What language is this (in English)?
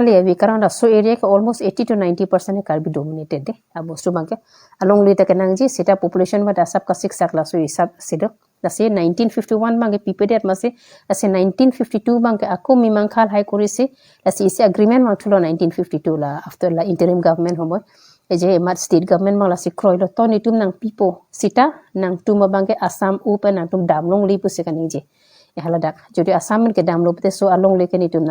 Karbi